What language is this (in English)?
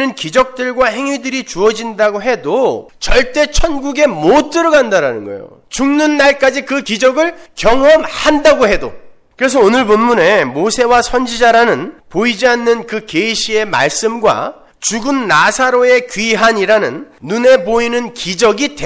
Korean